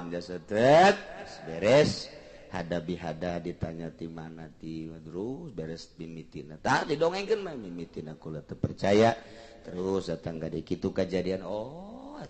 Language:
Sundanese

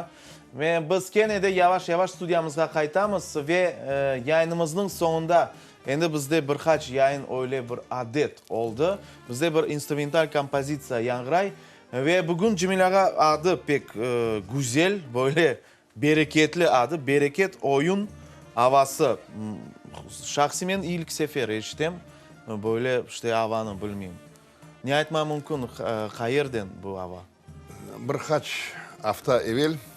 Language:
Crimean Tatar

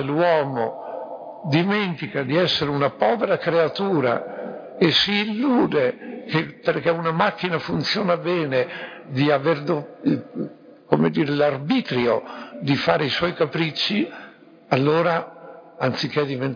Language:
Italian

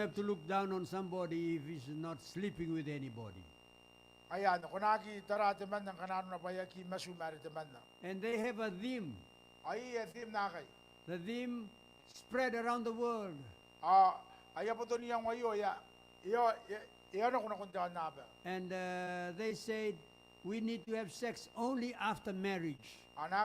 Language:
Gilbertese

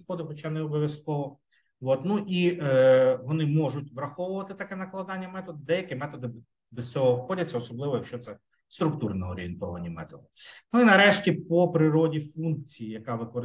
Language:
Ukrainian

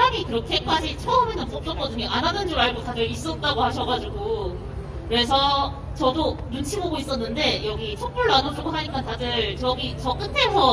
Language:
Korean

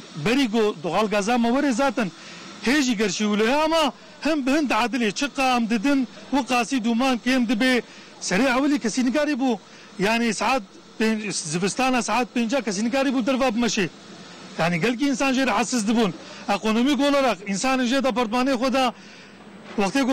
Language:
Kurdish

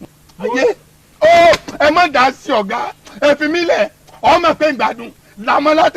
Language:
Yoruba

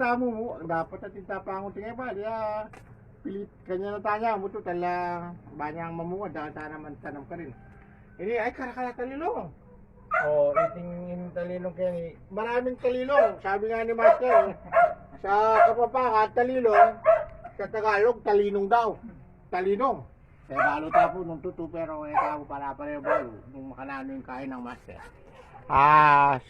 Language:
Pampanga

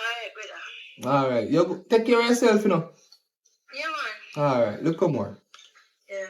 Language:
Jamaican Creole English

